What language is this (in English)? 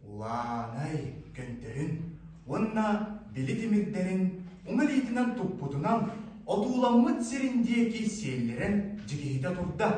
Yakut